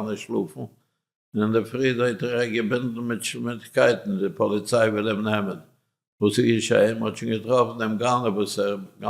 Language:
Yiddish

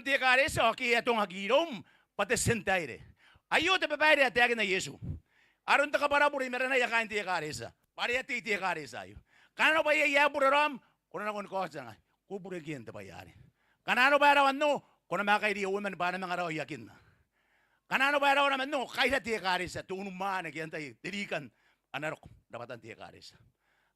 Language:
Gilbertese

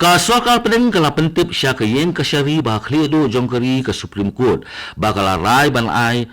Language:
Khasi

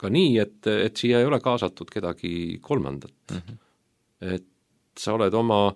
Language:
Estonian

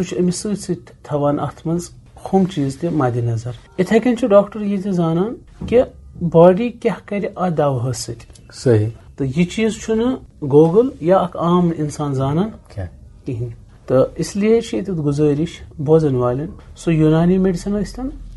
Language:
Kashmiri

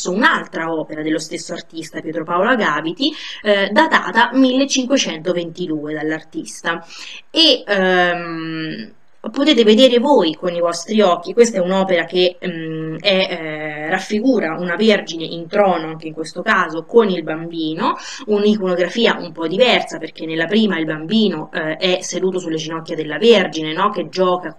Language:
Italian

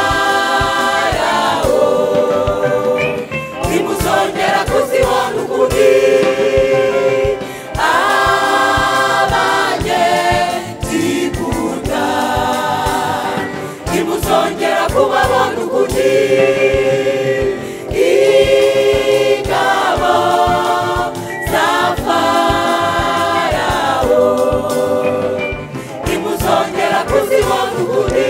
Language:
Kinyarwanda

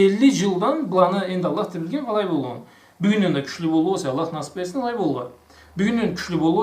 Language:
Karachay-Balkar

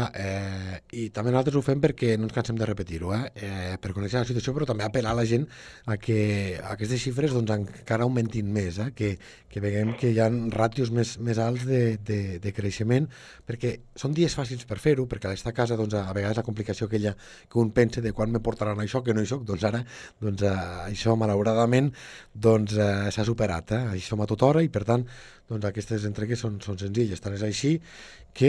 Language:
Catalan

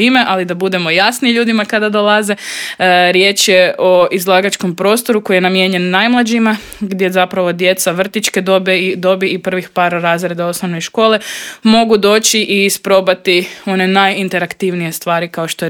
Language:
Croatian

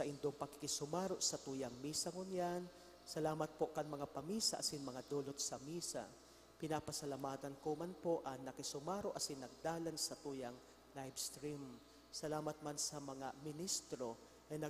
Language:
Bikol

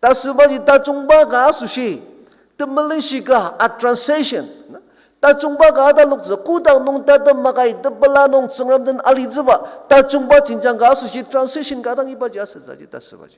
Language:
Ao Naga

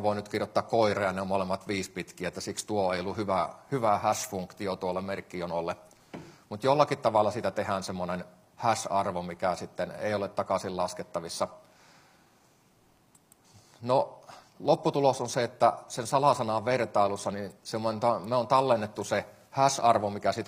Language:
Finnish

